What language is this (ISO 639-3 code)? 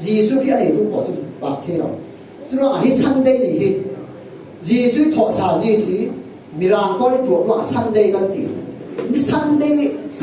cfm